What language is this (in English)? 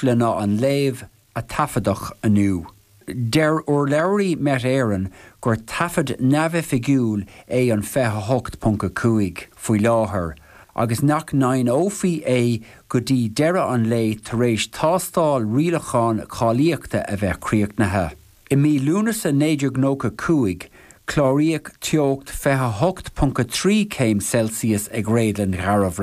Irish